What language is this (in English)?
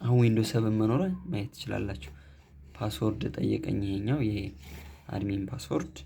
Amharic